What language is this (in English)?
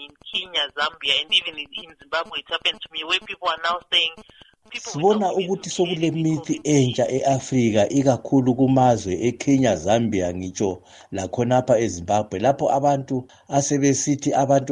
North Ndebele